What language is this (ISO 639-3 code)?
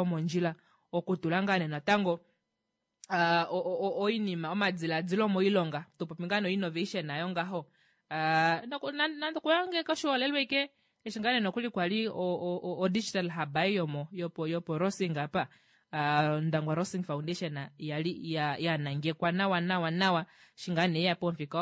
kua